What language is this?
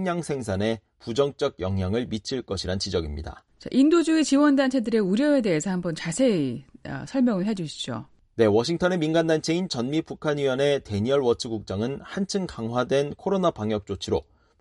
Korean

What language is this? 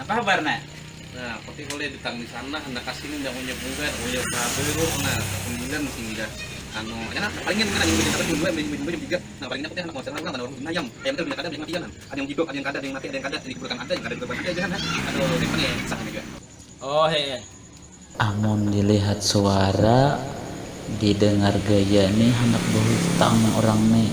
Banjar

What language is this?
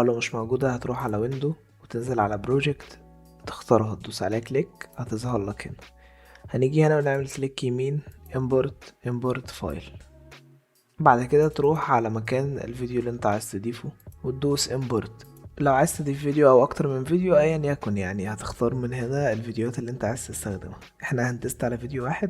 Egyptian Arabic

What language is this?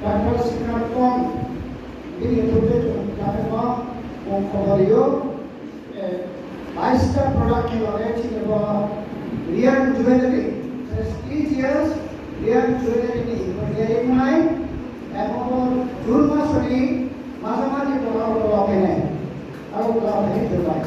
Riang (India)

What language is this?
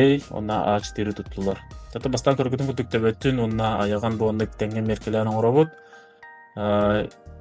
Yakut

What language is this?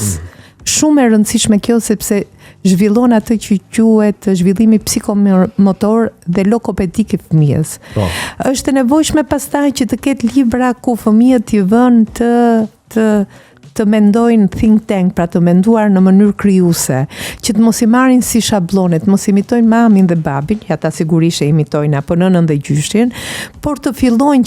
Albanian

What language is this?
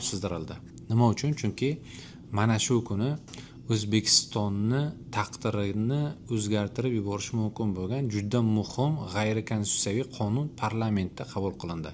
Uzbek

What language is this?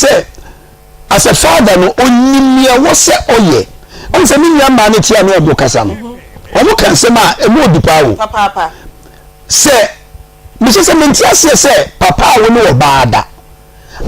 Akan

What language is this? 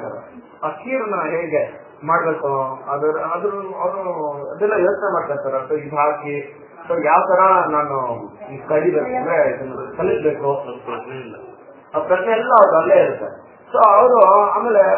Kannada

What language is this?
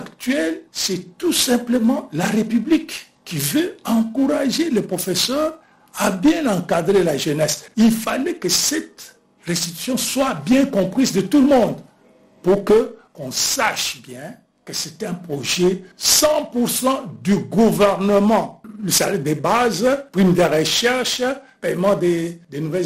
French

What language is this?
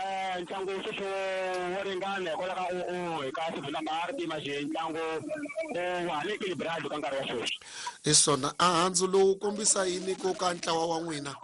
Tsonga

